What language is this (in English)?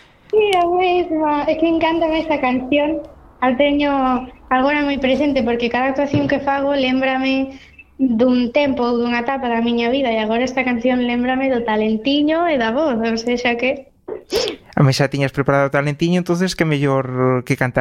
Galician